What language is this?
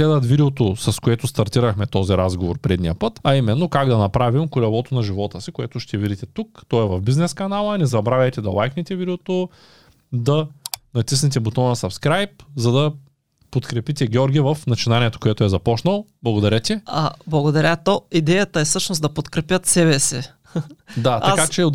Bulgarian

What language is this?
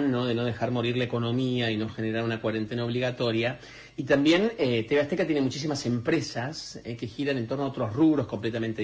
Spanish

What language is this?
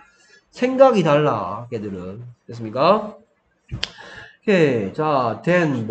Korean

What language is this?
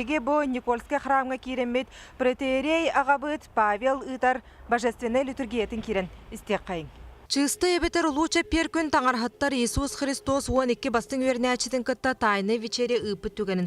Yakut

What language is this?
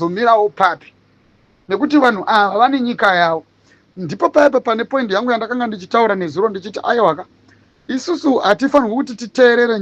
Shona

